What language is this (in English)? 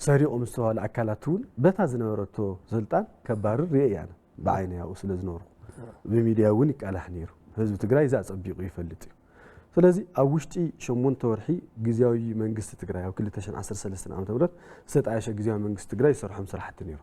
Tigrinya